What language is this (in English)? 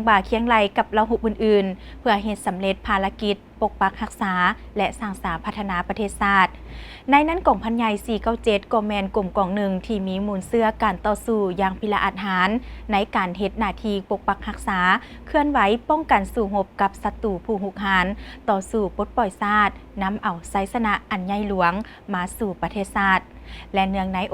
Lao